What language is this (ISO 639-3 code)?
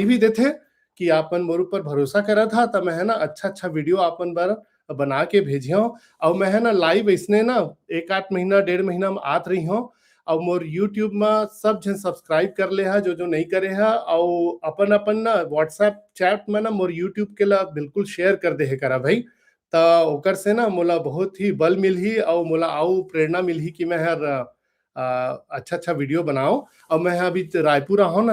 hne